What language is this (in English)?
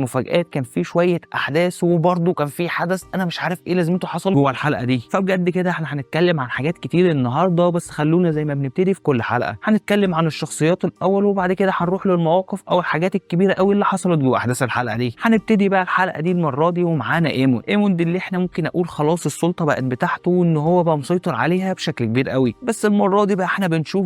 Egyptian Arabic